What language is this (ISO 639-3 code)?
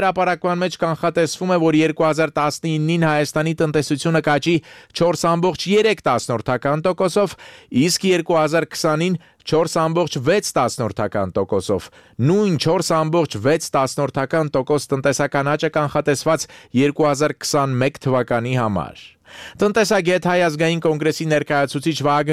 hye